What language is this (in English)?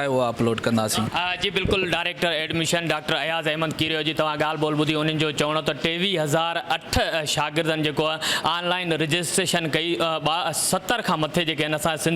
Sindhi